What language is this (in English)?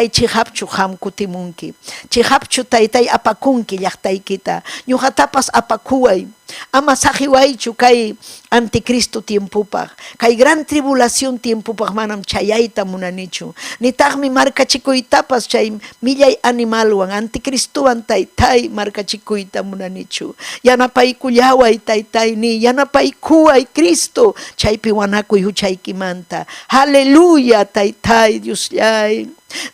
Ayacucho Quechua